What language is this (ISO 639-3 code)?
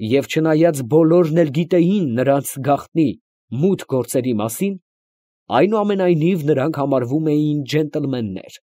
hye